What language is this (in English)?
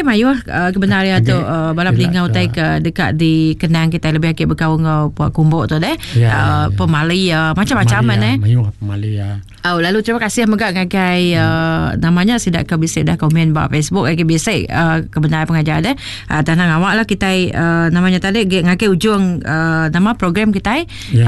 Iban